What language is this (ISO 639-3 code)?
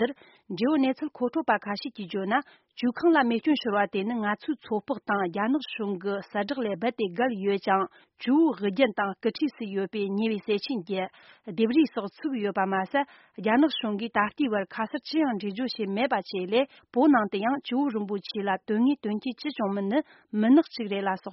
bod